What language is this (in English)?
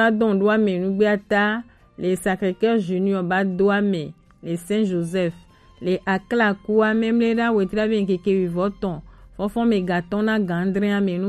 Gen